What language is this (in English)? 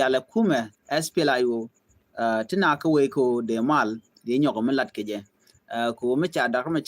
Nuer